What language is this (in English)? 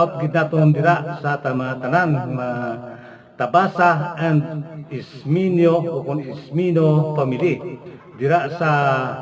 Hiligaynon